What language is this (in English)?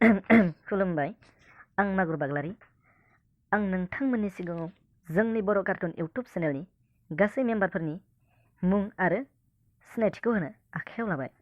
Bodo